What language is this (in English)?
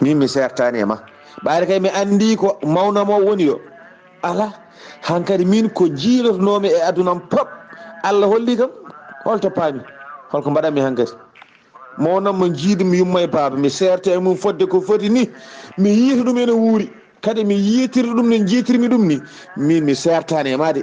Fula